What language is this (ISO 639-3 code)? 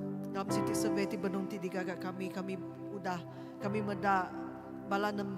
iba